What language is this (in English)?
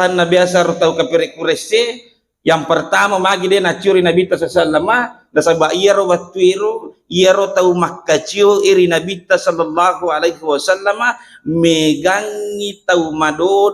Buginese